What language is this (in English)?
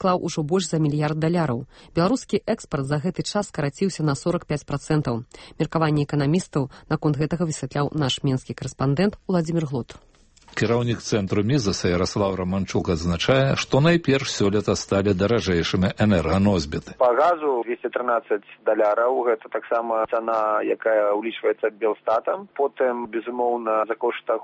Belarusian